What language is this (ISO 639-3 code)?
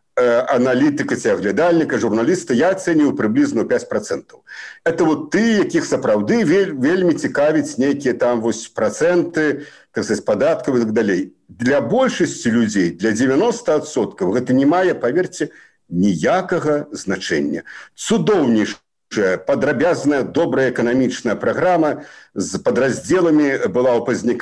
bel